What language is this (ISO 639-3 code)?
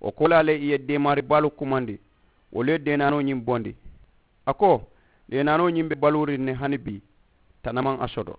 man